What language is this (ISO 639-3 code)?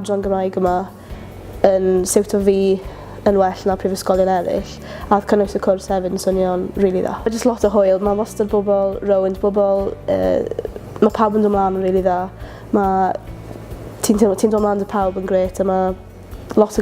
cym